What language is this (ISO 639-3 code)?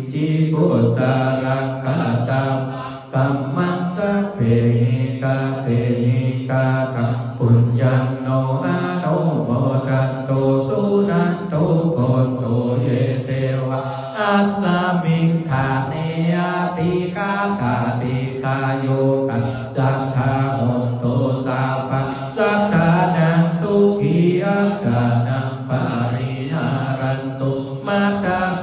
pli